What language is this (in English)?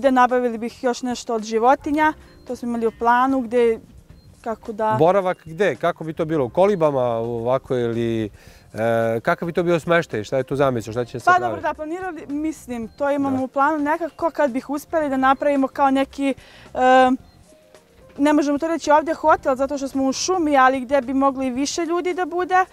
Serbian